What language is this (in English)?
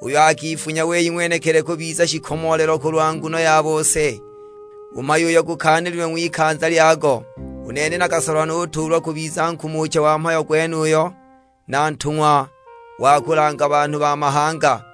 Sukuma